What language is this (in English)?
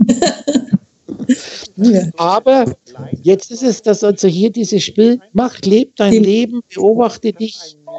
German